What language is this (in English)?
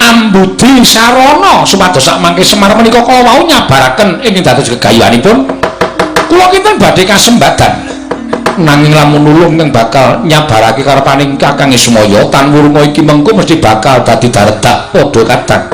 Javanese